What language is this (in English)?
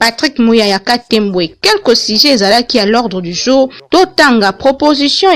Lingala